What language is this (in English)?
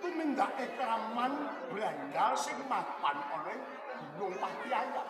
Javanese